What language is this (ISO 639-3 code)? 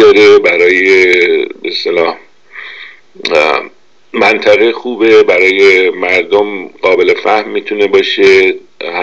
fas